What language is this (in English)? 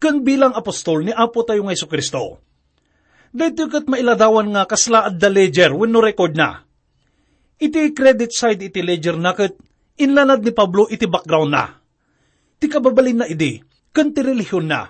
Iloko